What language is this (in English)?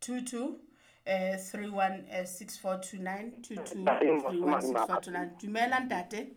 Southern Sotho